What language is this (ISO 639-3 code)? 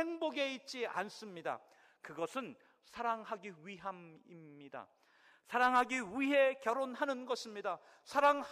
kor